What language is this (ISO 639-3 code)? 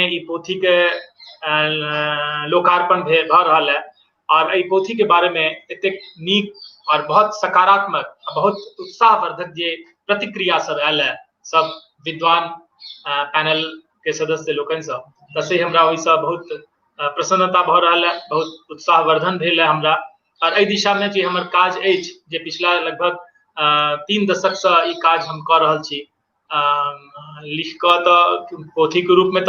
mai